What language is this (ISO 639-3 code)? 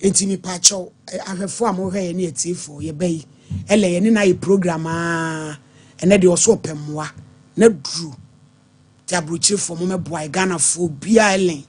aka